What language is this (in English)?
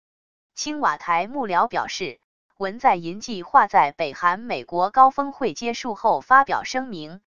Chinese